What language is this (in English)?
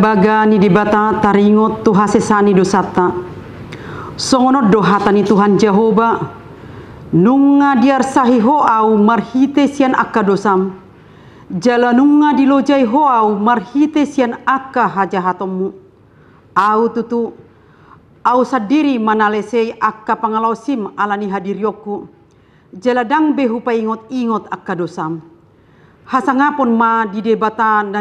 Batak Toba